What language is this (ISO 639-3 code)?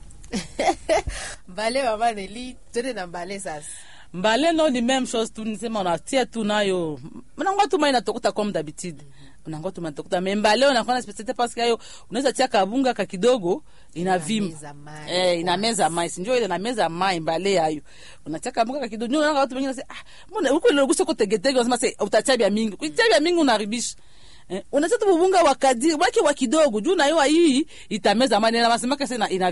swa